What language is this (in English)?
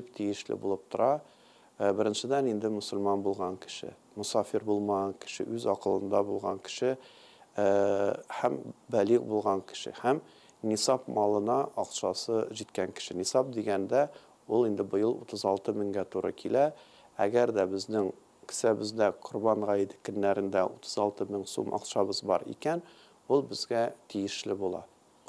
Tatar